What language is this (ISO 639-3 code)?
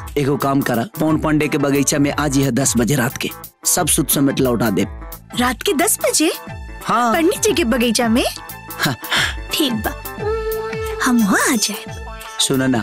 bho